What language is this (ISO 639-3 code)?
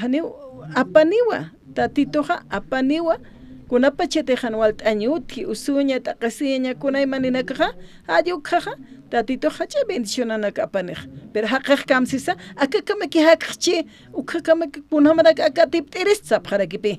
aym